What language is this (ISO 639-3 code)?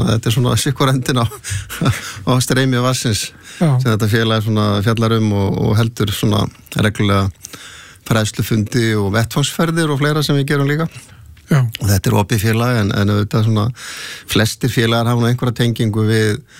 isl